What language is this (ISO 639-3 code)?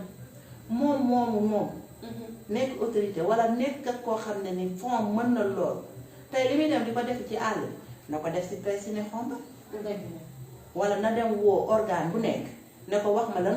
wol